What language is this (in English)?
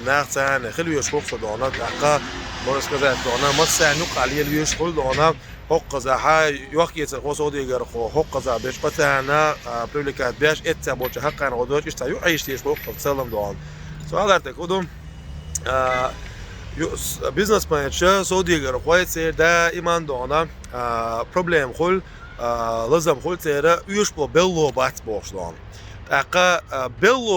Chechen